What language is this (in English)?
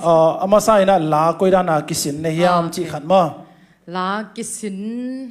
Tedim Chin